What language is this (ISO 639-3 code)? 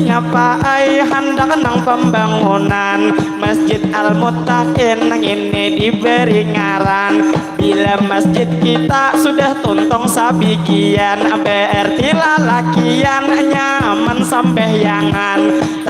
bjn